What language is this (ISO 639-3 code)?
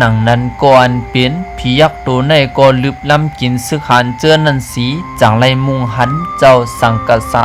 shn